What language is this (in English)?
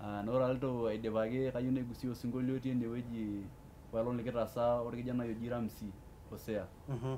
Masai